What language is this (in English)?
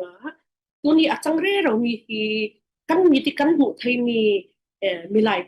Falam Chin